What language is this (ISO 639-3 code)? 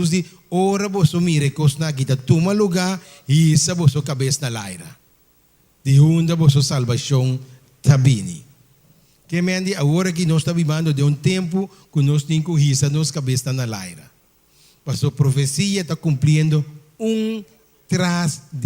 pap